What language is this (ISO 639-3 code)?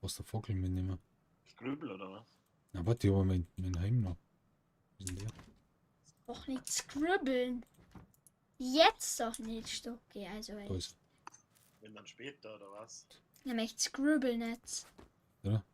bar